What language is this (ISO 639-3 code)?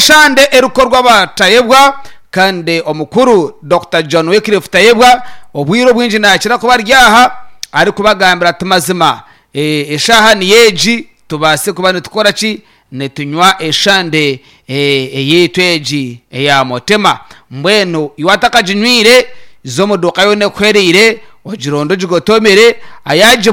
nyn